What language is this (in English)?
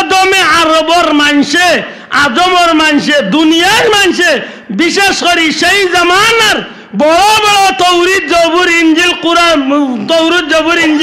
Sylheti